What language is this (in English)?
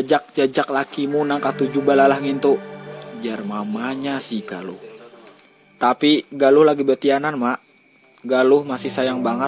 Banjar